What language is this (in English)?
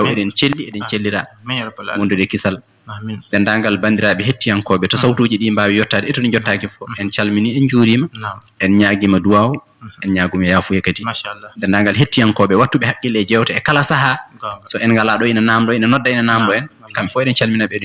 Fula